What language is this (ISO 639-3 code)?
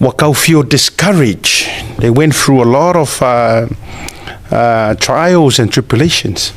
smo